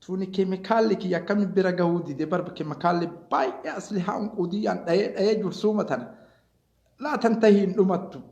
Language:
Oromo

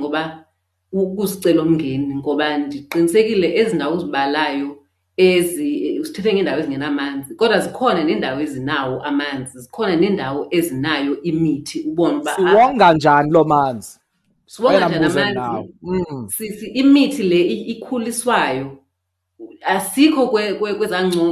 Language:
Xhosa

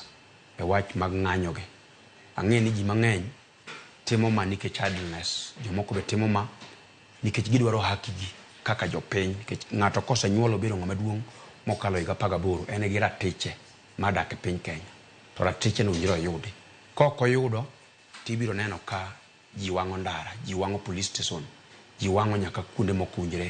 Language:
Luo (Kenya and Tanzania)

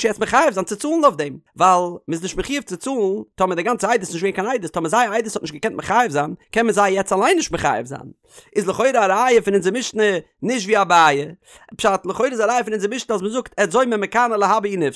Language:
Yiddish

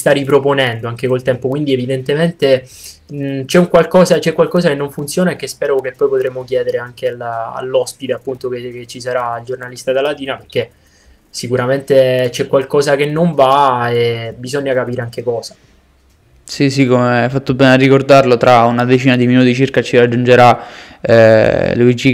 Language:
Italian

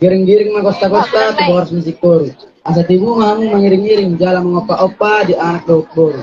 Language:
Batak Toba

